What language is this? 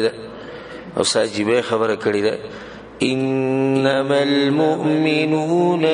Pashto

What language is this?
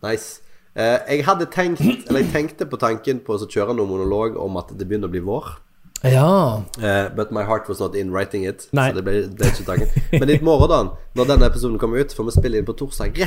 Norwegian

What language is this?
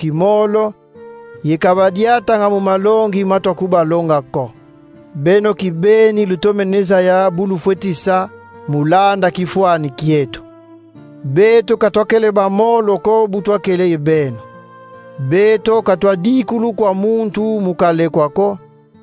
Kongo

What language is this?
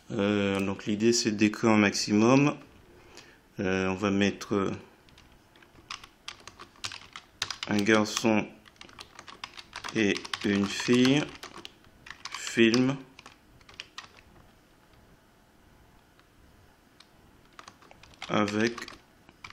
French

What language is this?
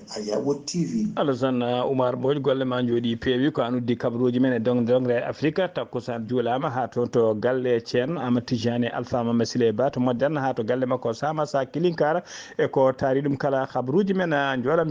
Fula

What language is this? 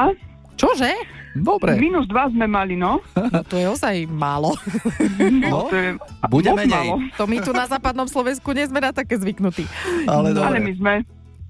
Slovak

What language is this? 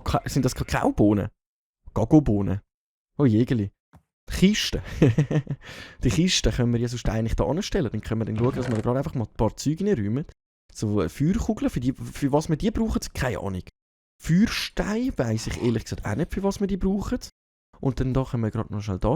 Swiss German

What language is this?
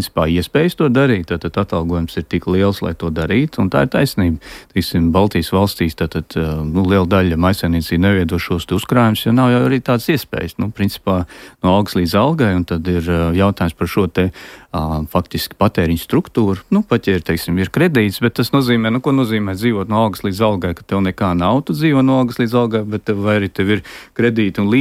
Latvian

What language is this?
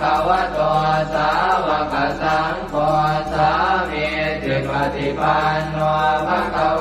Pali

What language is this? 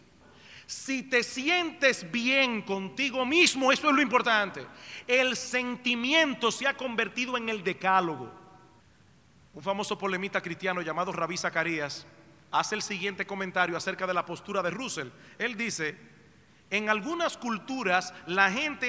Spanish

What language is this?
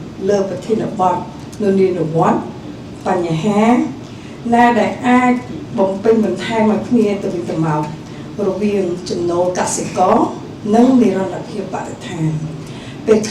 Khmer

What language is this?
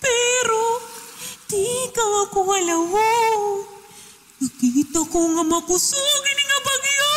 Waray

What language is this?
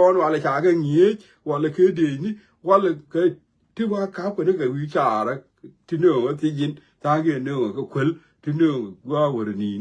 Nuer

